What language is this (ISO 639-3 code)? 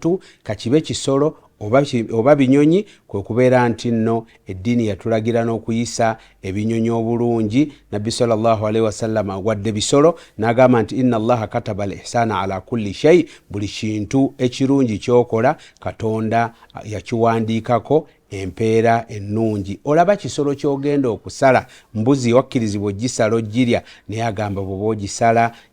lug